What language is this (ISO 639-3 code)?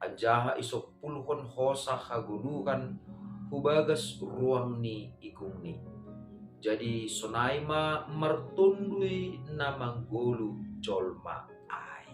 bts